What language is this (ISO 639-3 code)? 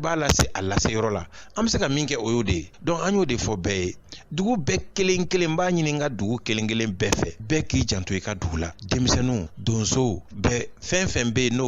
bam